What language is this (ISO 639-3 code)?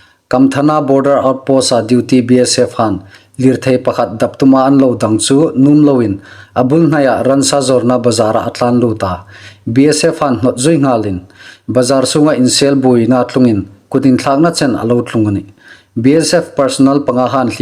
hmr